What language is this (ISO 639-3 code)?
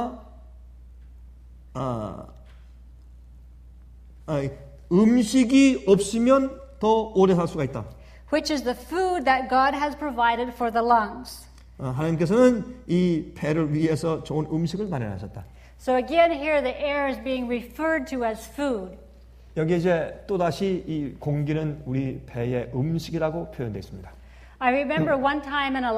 kor